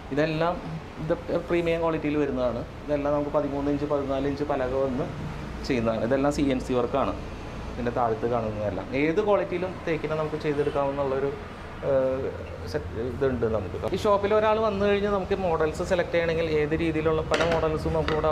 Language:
Malayalam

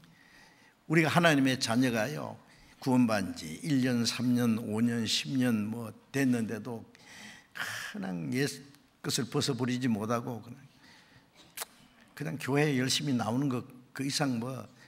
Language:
Korean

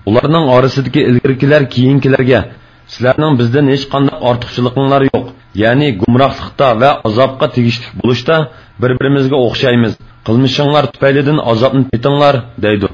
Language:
Uyghur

